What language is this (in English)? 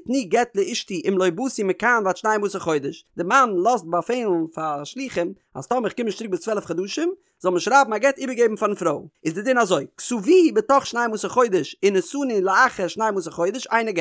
Yiddish